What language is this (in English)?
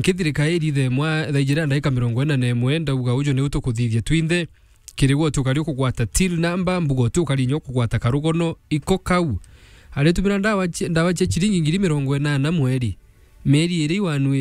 Meru